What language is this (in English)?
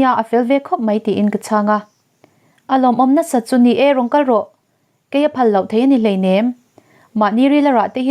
Mizo